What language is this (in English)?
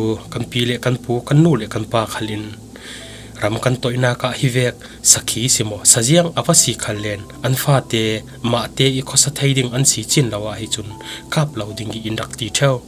Falam Chin